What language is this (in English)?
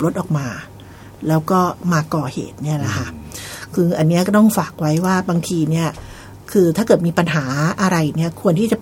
Thai